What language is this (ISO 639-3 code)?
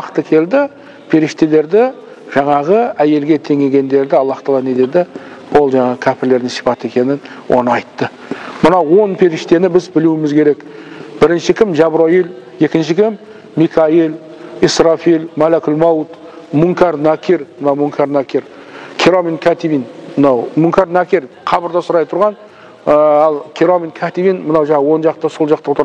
kaz